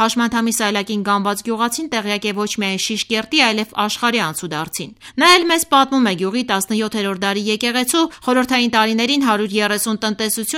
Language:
Armenian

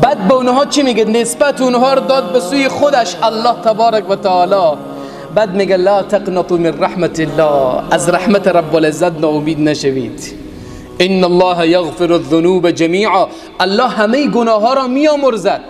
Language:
Persian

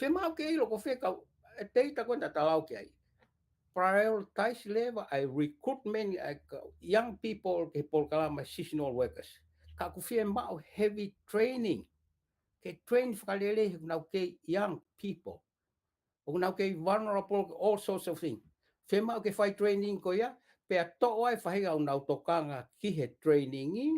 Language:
Tongan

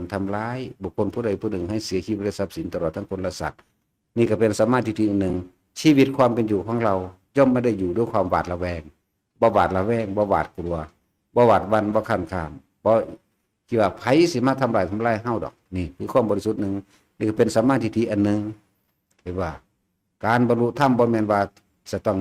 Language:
Northeastern Thai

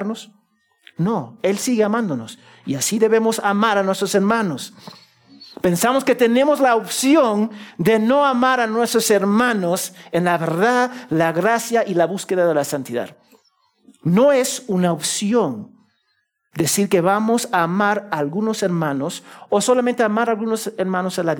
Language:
Spanish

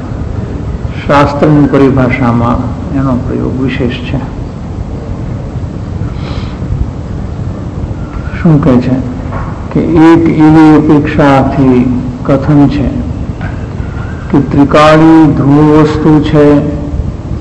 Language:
Gujarati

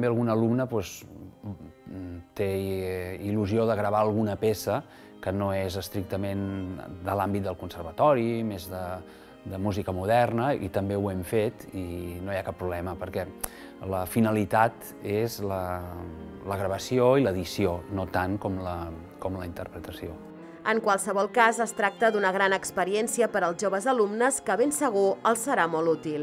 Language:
Catalan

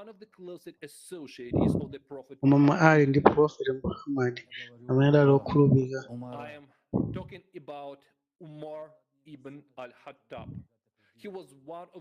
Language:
Nyanja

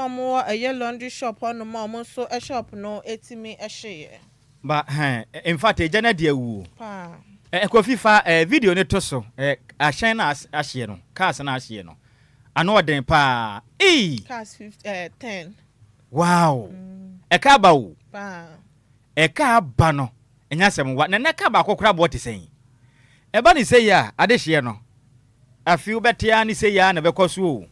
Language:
Akan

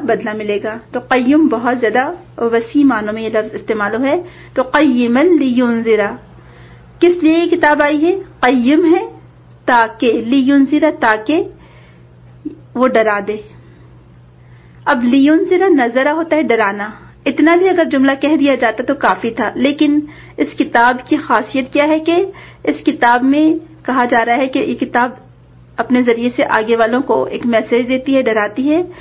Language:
Urdu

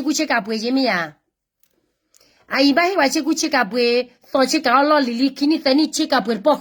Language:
S'gaw Karen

